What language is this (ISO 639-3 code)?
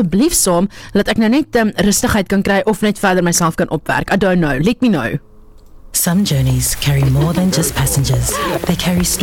afr